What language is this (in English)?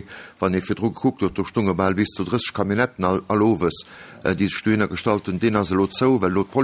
Luxembourgish